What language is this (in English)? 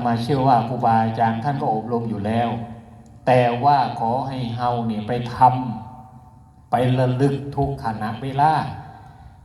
Northeastern Thai